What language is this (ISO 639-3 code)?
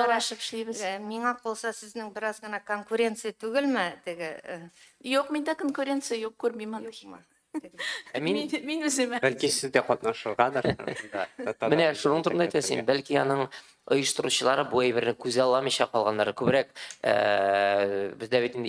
tat